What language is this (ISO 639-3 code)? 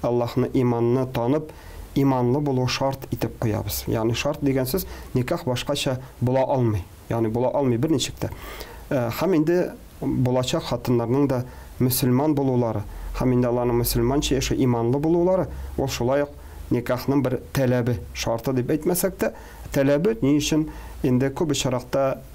tat